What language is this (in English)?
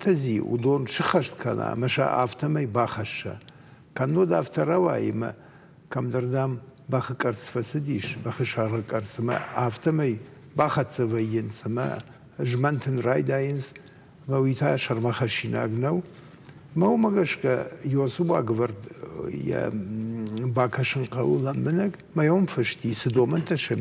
Ossetic